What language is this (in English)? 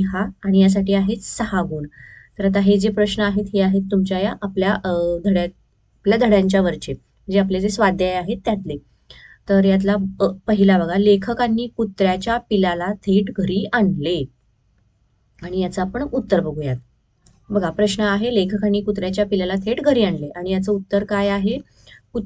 Marathi